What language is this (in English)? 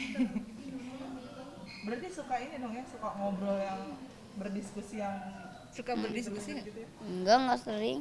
Indonesian